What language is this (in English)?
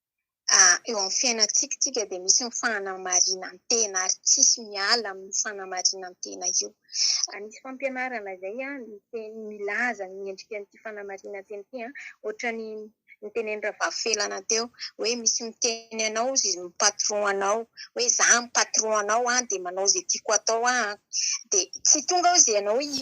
Malagasy